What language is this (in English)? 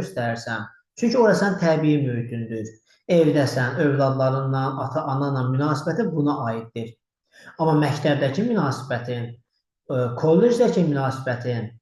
Azerbaijani